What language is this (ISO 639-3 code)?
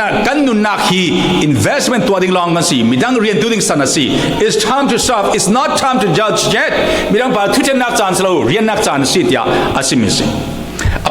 cfm